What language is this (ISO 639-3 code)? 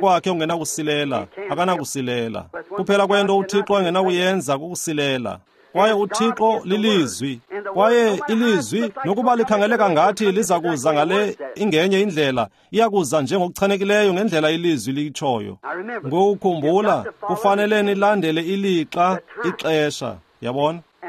xho